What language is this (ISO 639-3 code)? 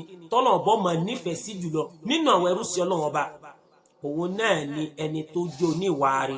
yor